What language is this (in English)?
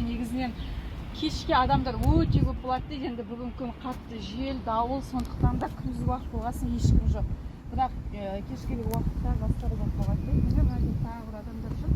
Kazakh